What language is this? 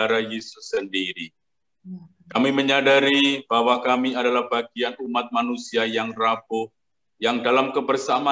Indonesian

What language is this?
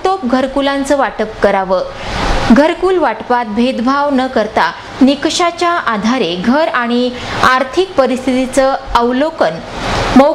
Marathi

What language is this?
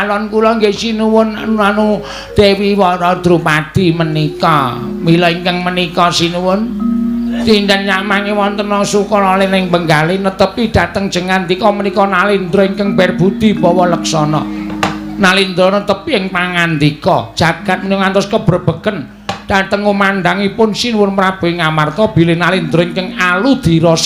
Javanese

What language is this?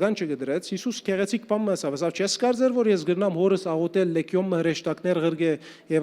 Western Armenian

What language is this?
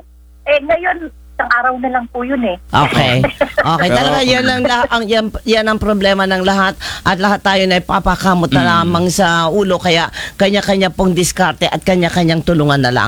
Filipino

